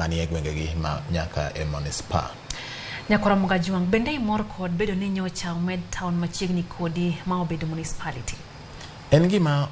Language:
Luo (Kenya and Tanzania)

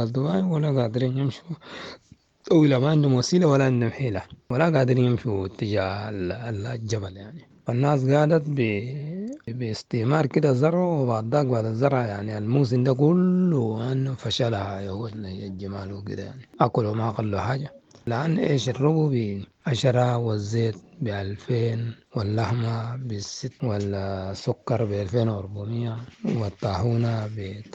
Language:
Sudanese Arabic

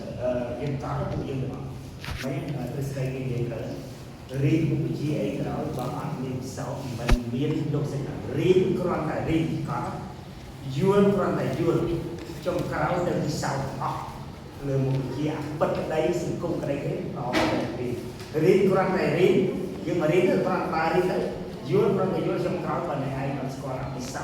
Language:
Khmer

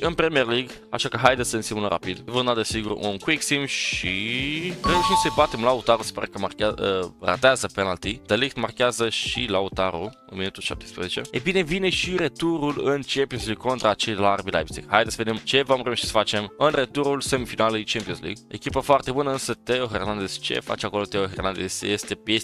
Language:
Romanian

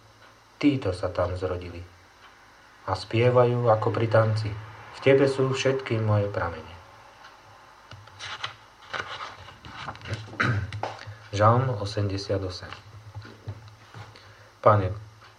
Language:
Slovak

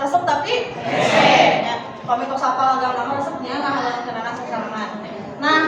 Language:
Sundanese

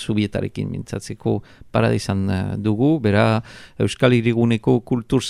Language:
Basque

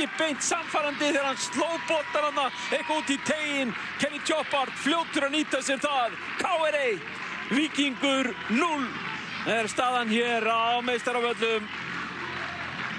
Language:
Icelandic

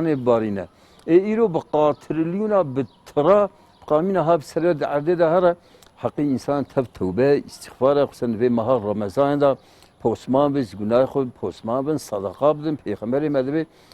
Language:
Kurdish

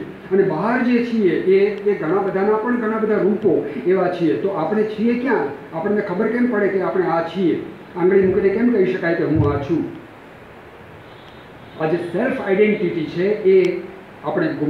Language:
Gujarati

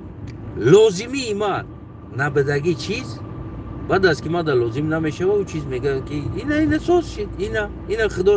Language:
Tajik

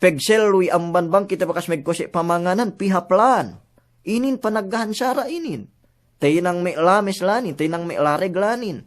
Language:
Yakan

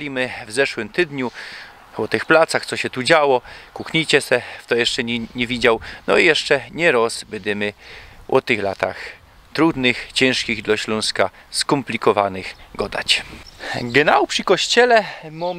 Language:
Silesian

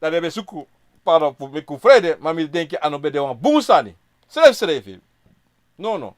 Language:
Sranan Tongo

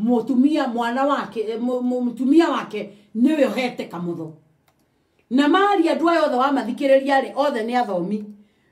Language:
Kikuyu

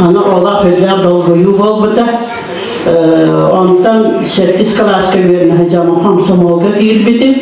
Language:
Yakut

